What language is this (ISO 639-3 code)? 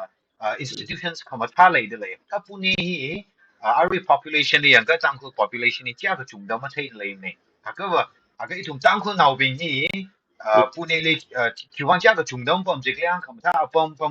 nmf